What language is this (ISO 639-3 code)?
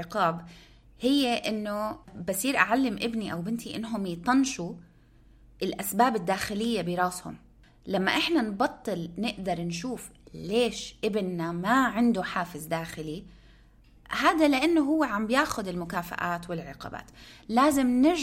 apc